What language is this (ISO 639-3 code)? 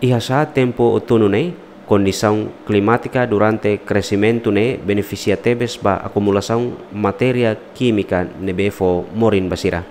tet